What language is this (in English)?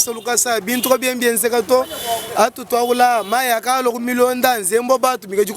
Luba-Lulua